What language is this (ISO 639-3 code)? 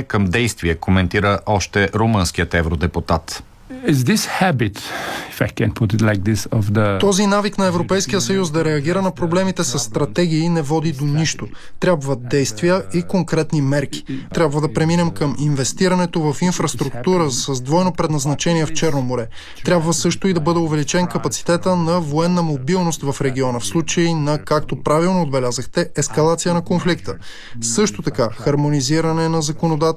bul